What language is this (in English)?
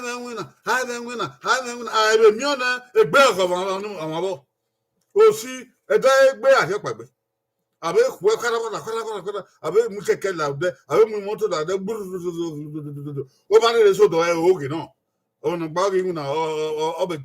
Bini